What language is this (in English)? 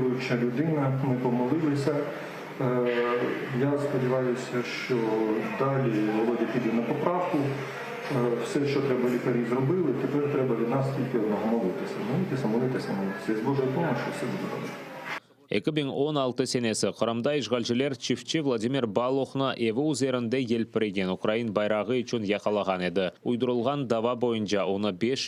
Crimean Tatar